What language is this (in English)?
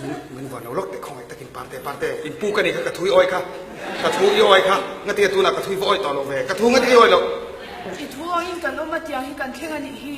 Mizo